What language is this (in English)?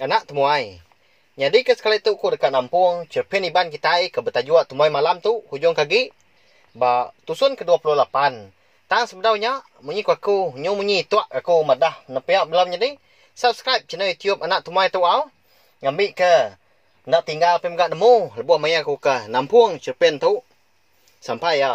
Iban